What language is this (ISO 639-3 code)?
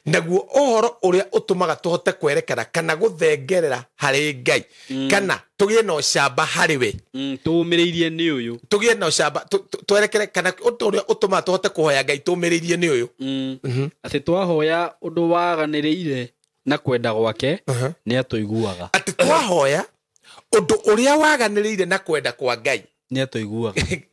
kik